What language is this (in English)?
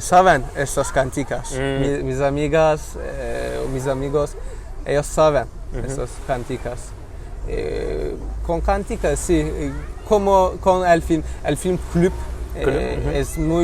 Ladino